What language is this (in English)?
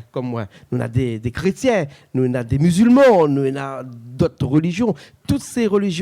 Réunion Creole French